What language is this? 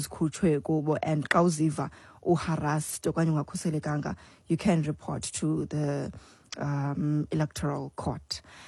Xhosa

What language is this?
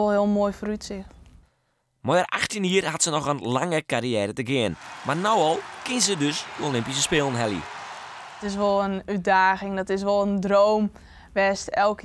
Western Frisian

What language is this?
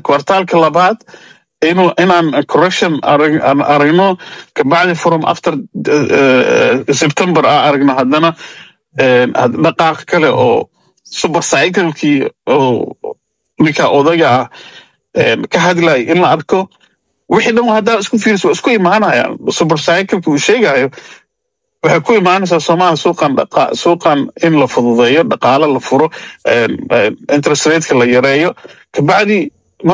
Somali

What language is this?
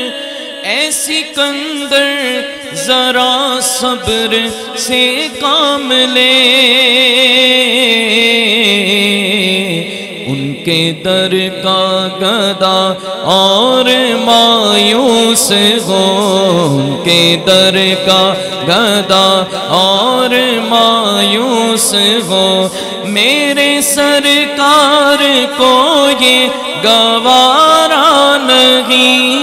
Urdu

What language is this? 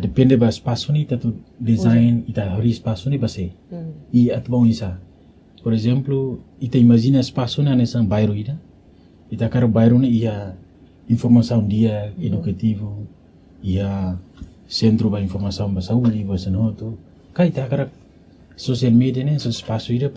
Tetum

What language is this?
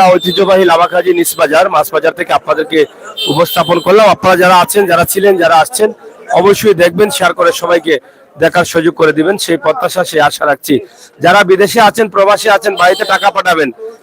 Sylheti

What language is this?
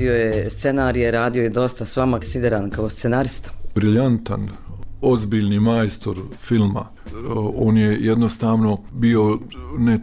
Bosnian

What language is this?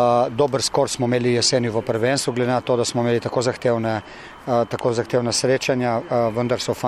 Slovenian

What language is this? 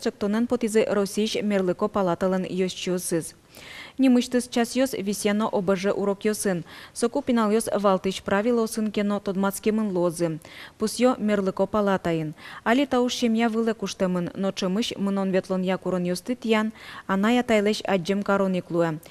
Udmurt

